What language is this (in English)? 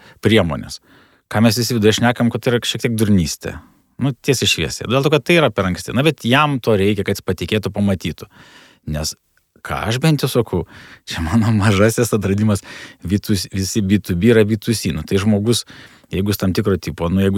Lithuanian